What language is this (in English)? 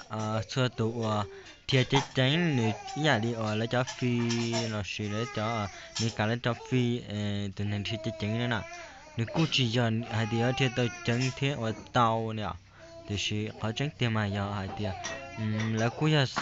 Hmong